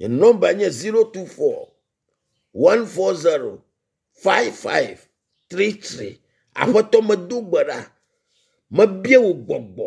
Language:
Ewe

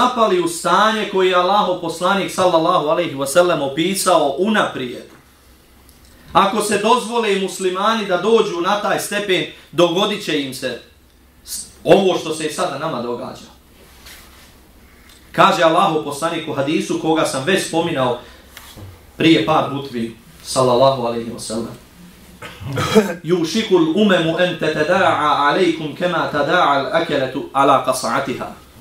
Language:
Bosnian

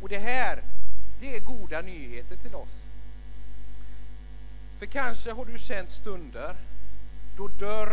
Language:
Swedish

